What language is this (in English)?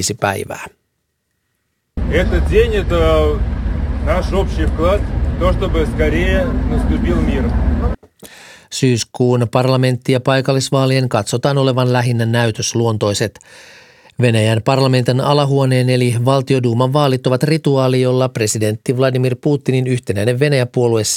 Finnish